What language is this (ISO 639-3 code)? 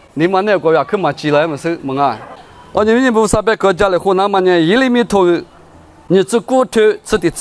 lis